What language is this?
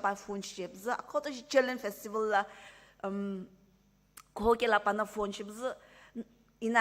Sumi Naga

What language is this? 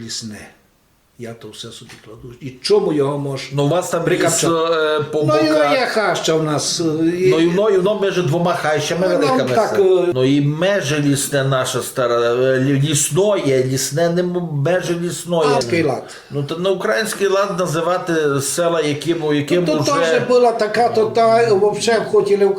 Rusyn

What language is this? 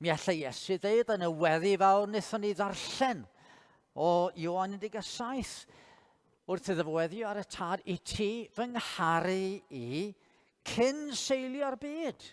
Welsh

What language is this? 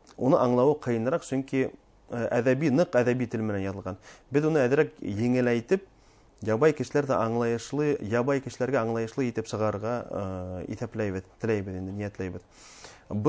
Bashkir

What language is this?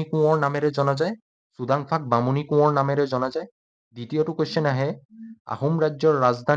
Assamese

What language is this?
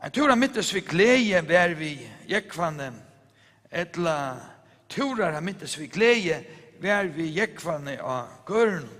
Faroese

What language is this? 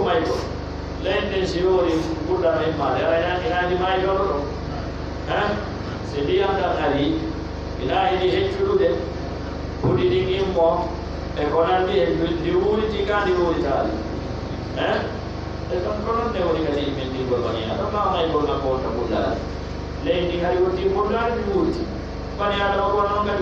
Pular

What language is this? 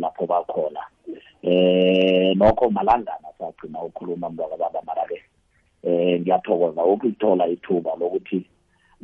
South Ndebele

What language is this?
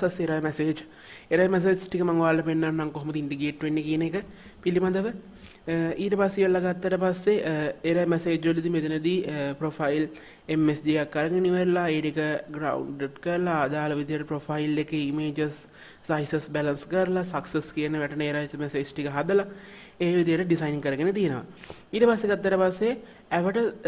Sinhala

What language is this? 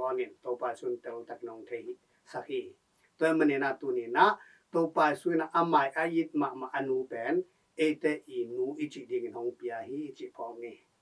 Tedim Chin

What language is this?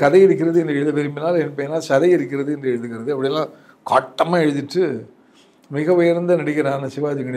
Tamil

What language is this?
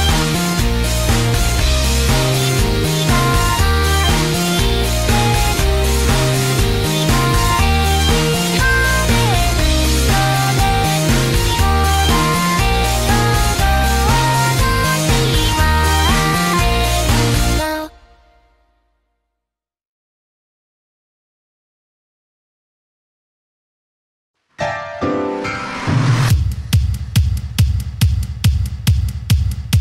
Japanese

